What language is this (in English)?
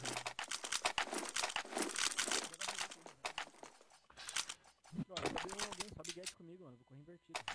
Portuguese